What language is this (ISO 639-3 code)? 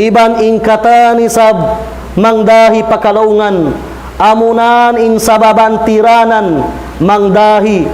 tsg